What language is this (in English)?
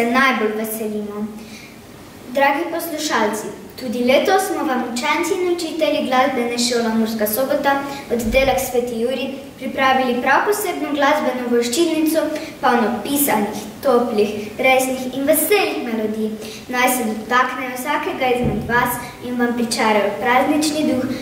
Slovenian